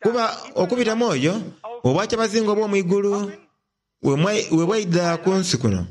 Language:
Soga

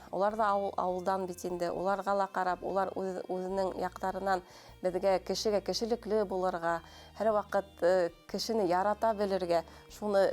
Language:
Bashkir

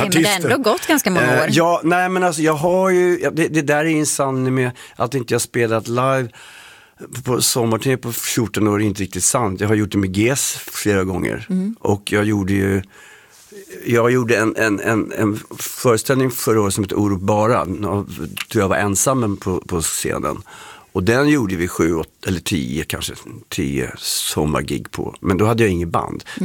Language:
Swedish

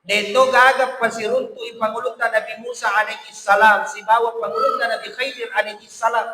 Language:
Buginese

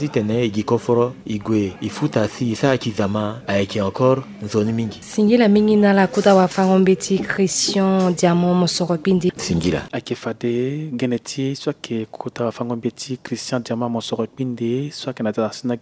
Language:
Sango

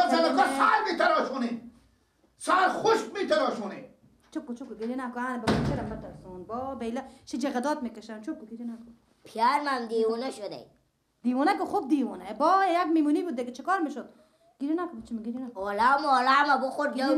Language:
Persian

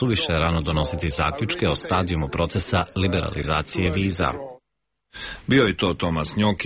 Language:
Serbian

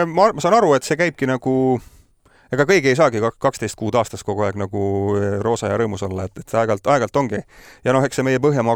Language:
Estonian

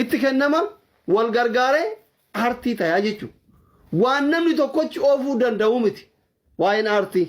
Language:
Oromo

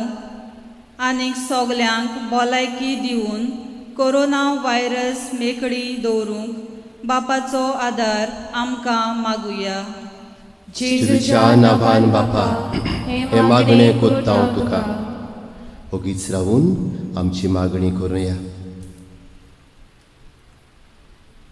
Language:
Konkani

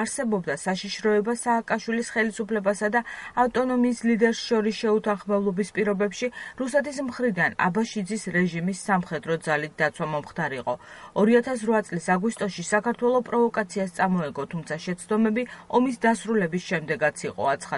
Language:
Georgian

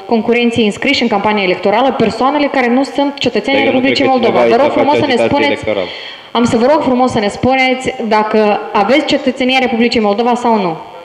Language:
Romanian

